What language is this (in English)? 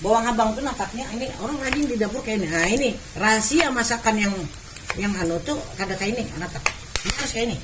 Banjar